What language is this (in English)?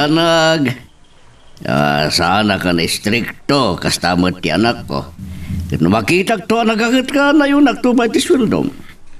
Iloko